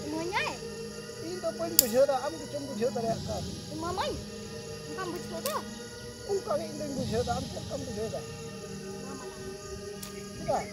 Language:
Santali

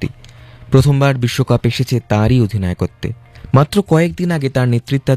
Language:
Bangla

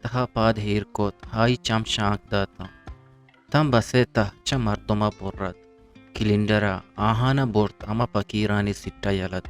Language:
Eastern Balochi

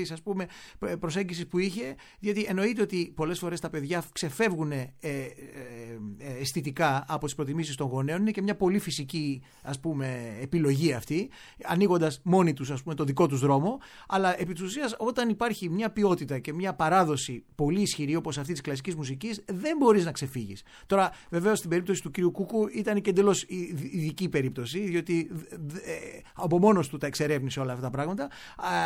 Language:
Greek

